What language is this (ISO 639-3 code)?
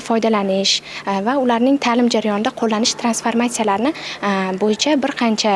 uzb